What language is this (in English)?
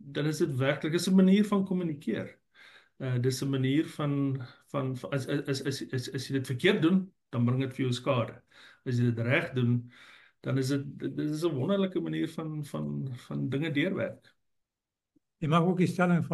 Afrikaans